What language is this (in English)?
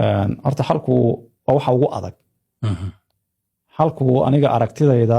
Somali